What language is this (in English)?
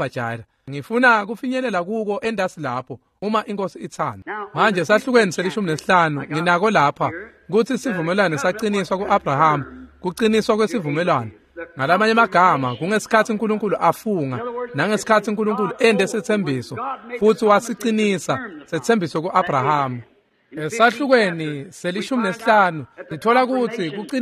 Swati